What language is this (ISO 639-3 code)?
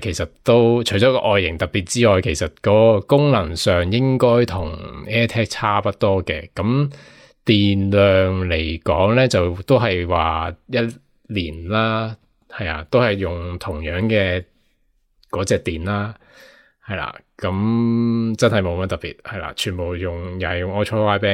yue